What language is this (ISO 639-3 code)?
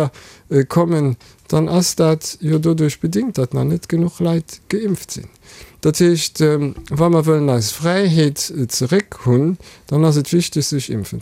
ltz